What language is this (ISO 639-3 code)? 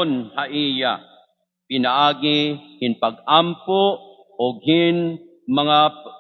war